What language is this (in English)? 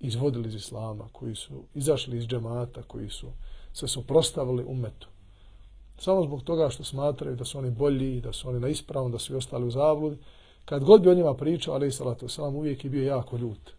Bosnian